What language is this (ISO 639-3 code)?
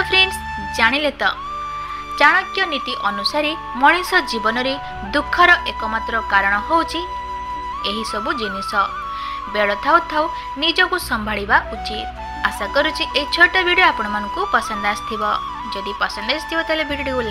ori